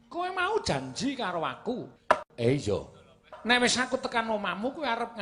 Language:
Javanese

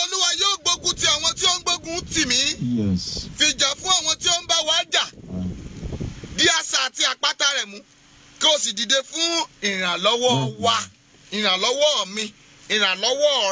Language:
Yoruba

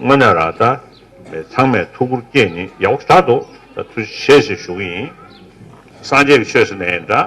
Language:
Tibetan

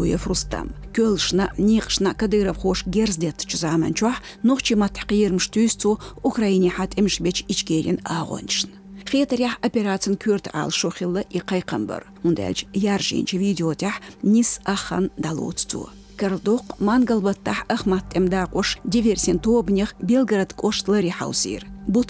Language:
Chechen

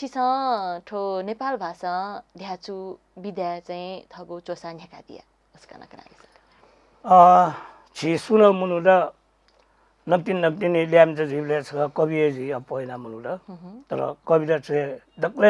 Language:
Newari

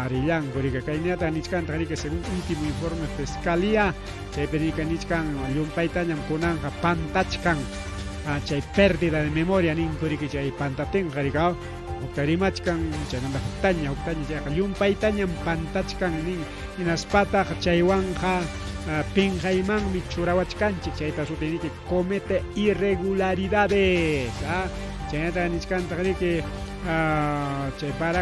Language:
Ayacucho Quechua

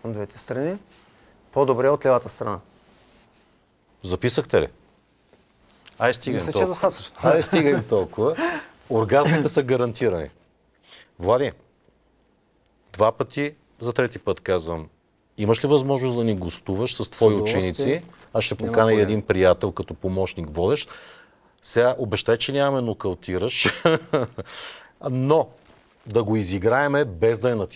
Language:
Bulgarian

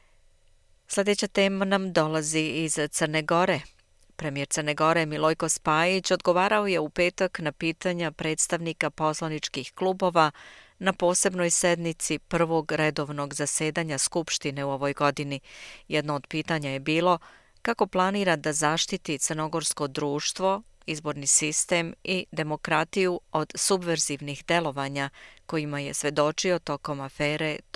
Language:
Bosnian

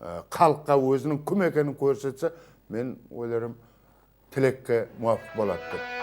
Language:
Kara-Kalpak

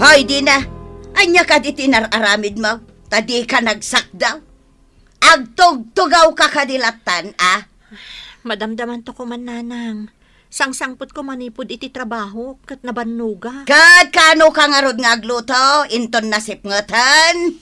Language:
Iloko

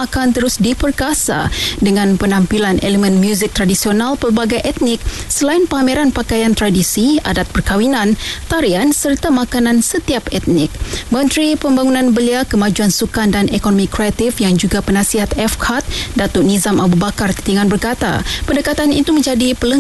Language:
Malay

